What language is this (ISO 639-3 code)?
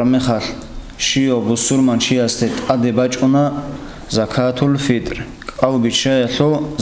ava